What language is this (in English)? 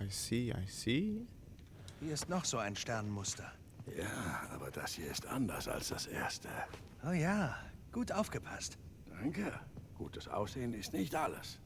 Swiss German